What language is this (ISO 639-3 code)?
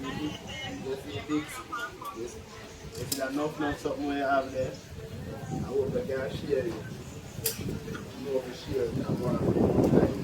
jam